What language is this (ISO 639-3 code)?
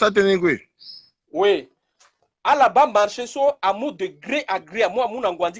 sag